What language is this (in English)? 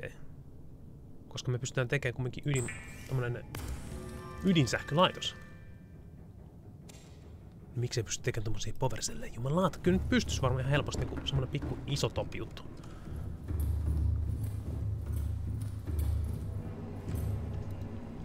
Finnish